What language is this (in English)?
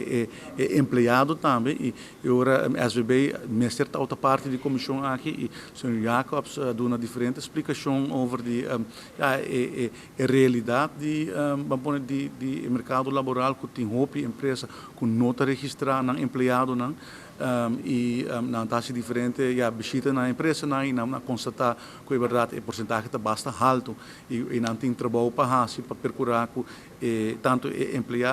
Papiamento